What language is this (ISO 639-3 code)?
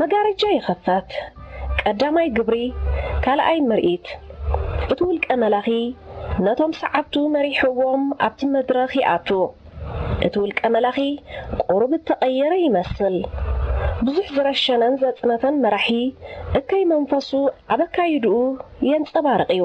tir